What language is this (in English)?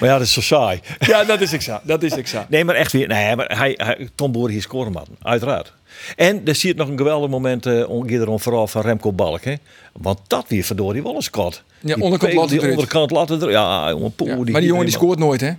Western Frisian